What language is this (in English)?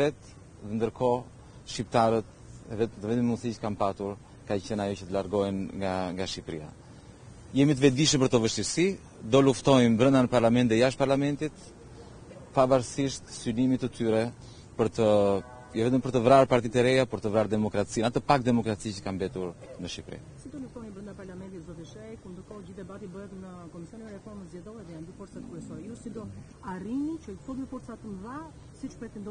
Albanian